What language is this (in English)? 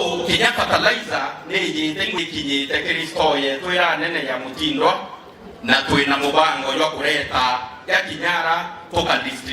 Meru